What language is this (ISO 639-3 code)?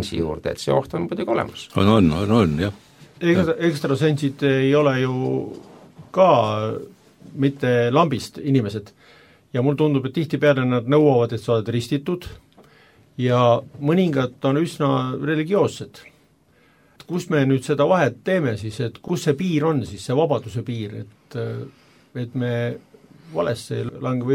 est